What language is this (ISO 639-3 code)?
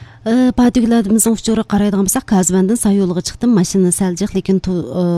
uig